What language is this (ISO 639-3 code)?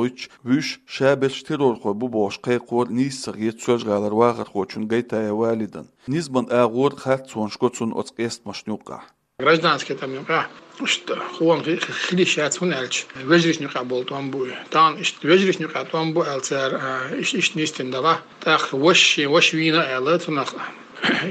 che